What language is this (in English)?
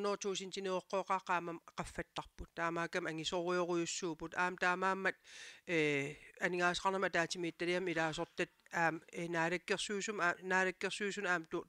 Kalaallisut